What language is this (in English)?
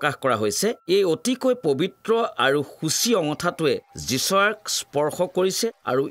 Assamese